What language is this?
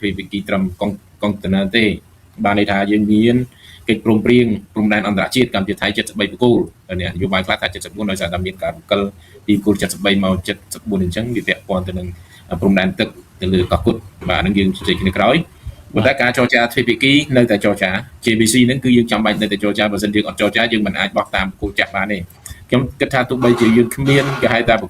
Khmer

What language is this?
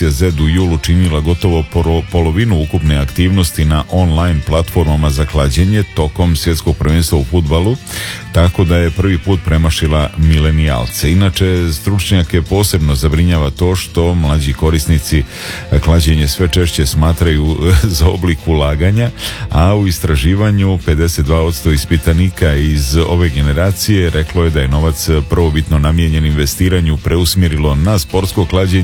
Serbian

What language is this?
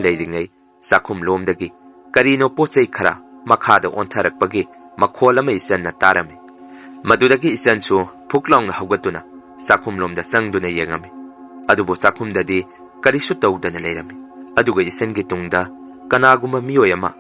Manipuri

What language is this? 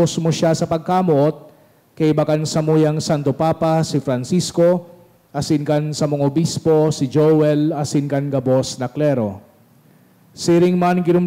Bikol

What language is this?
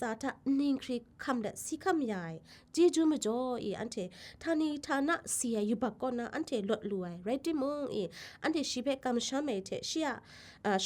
Kachin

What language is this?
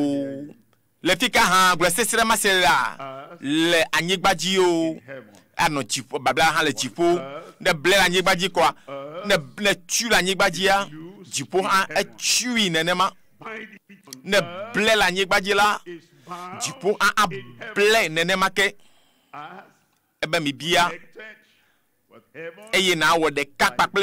Ewe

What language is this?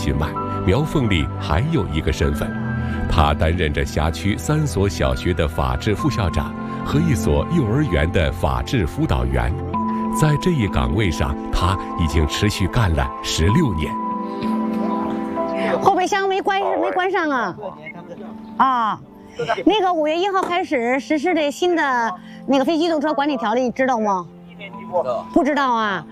Chinese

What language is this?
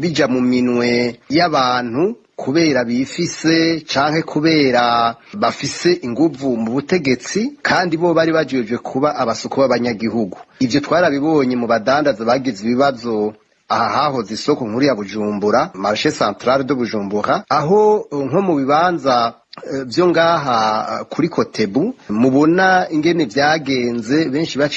Rundi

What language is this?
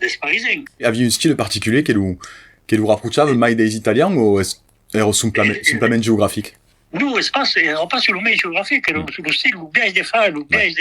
Occitan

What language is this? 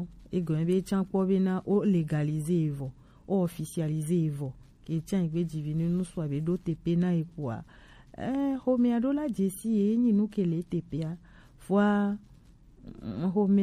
Gen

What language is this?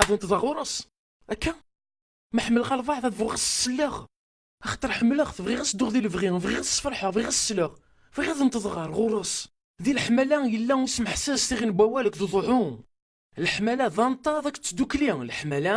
Kabyle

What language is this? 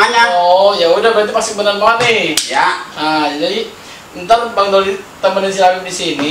Betawi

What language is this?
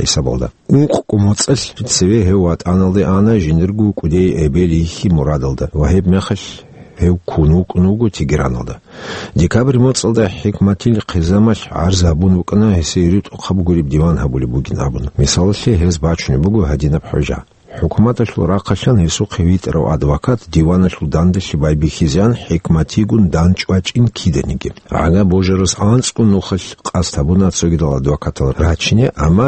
Avaric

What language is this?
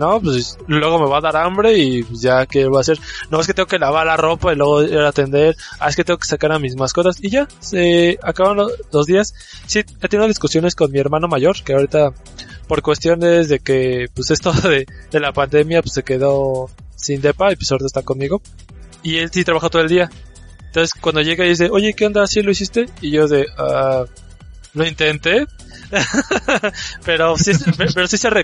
Spanish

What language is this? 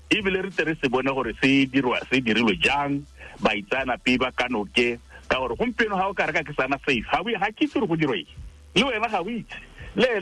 Tswana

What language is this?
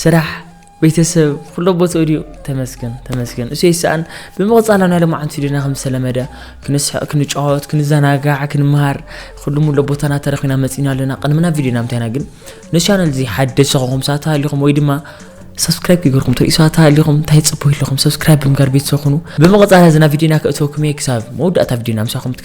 Tigrinya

